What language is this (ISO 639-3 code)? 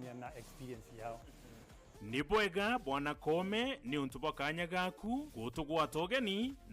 mer